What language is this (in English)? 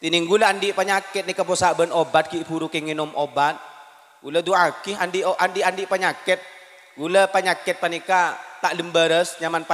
Madurese